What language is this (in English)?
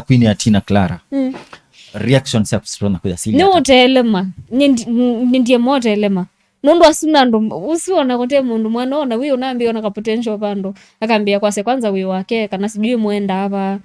Kamba